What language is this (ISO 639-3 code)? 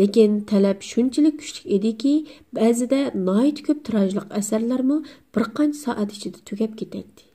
uig